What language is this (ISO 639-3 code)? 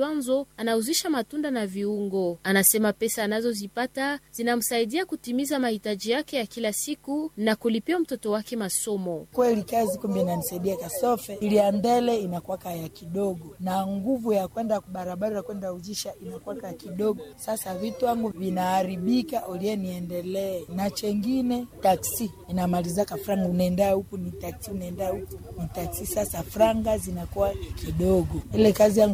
swa